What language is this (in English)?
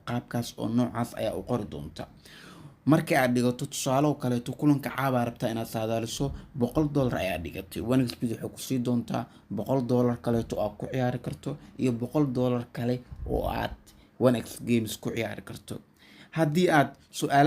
Somali